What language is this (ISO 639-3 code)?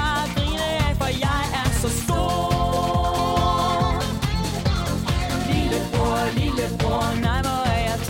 dan